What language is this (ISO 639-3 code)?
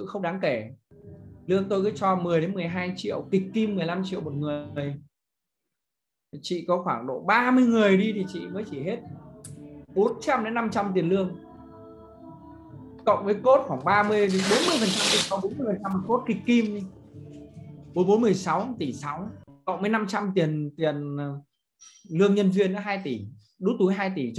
vie